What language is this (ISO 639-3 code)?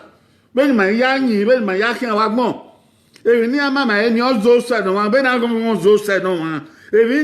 bin